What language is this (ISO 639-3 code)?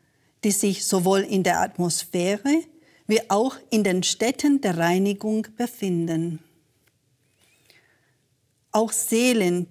deu